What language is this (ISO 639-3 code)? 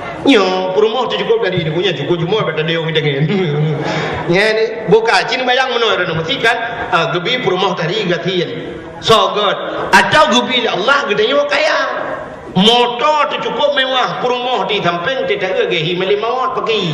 ace